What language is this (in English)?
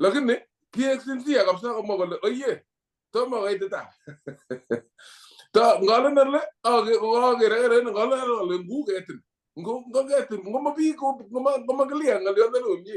Kalenjin